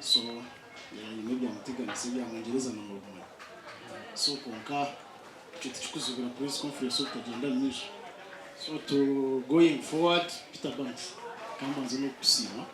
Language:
Nyankole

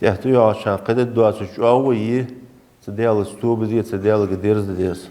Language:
Ingush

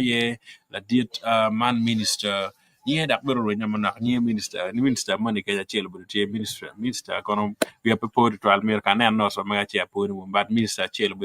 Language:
Acoli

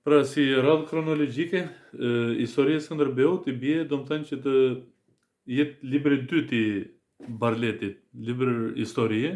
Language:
Albanian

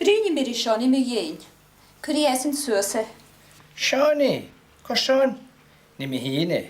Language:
Scottish Gaelic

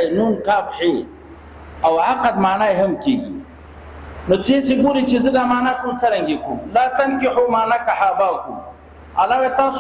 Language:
Pashto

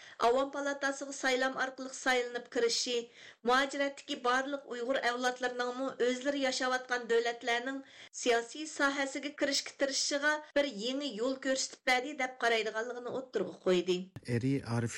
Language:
Uyghur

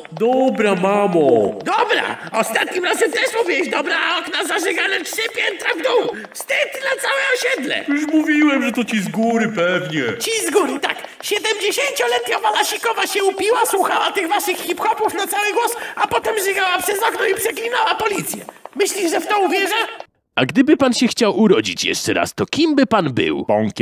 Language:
Polish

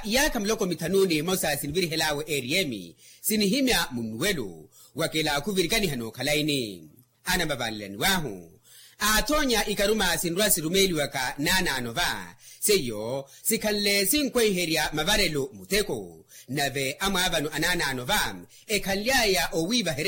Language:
Makhuwa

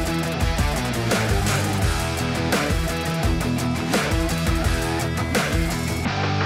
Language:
Polish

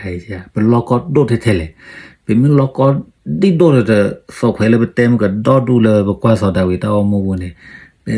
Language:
S'gaw Karen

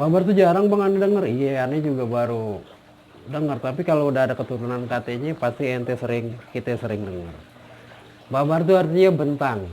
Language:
Betawi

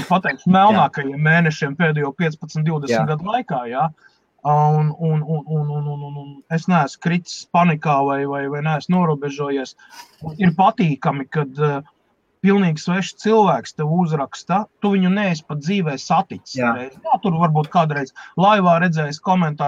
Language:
Latvian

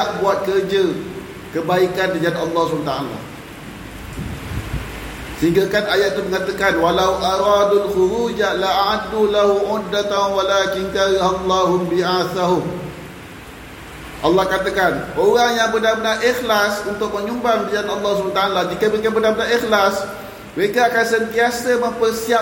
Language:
Malay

